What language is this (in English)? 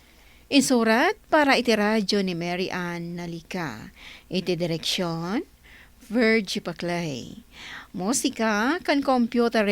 Iloko